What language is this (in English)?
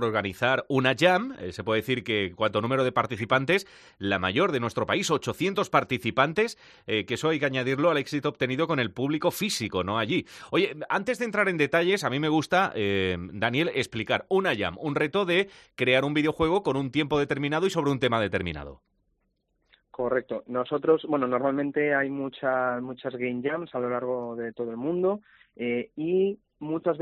Spanish